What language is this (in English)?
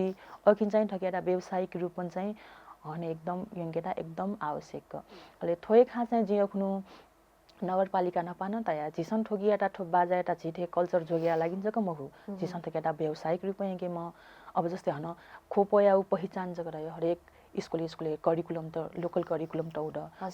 Newari